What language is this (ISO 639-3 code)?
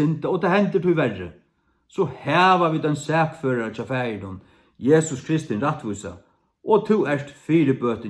fao